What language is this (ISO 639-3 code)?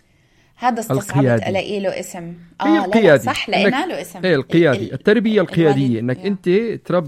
apc